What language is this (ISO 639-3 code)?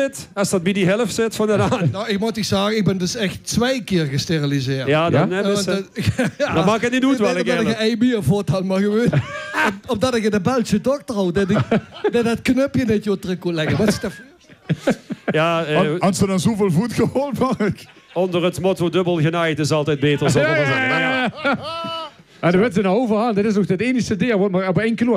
lim